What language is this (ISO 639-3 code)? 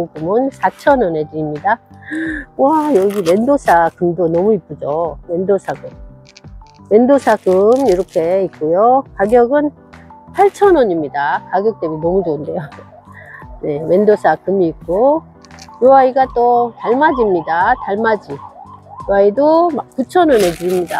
kor